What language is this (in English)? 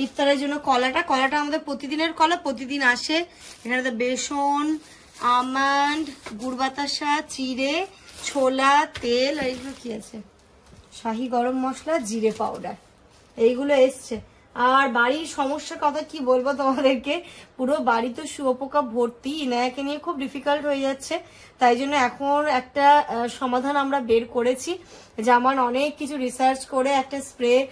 Bangla